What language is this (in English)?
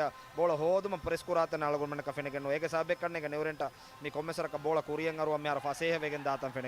Divehi